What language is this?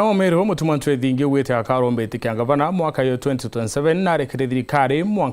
Meru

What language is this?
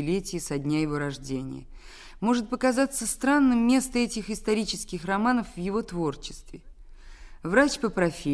Russian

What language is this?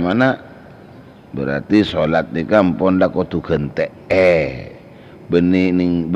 Madurese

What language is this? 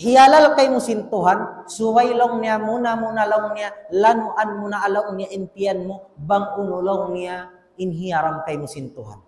Tausug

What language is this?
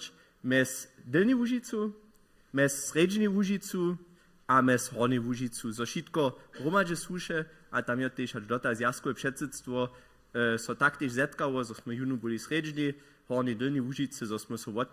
Upper Sorbian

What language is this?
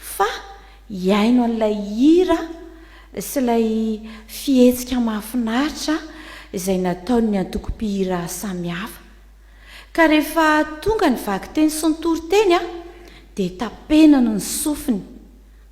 Malagasy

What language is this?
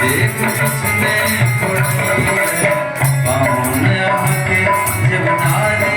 Maithili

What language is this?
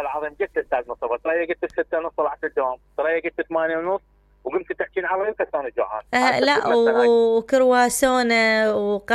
Mesopotamian Arabic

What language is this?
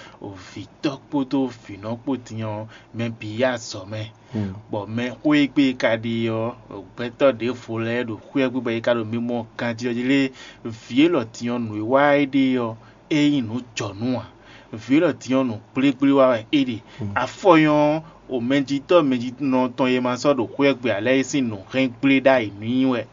Fon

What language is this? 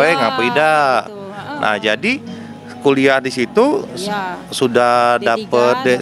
Musi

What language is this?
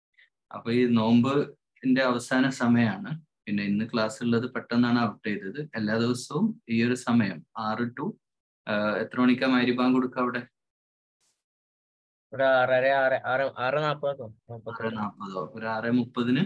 Malayalam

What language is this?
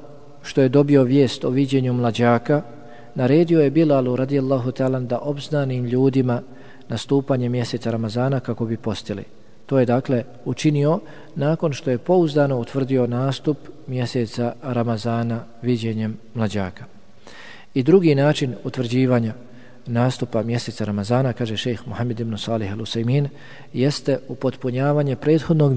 Bosnian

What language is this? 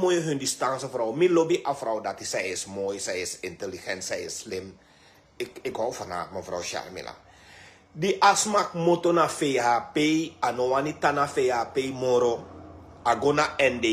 Sranan Tongo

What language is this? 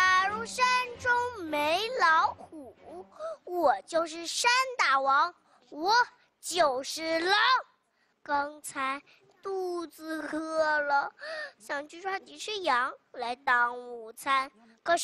Chinese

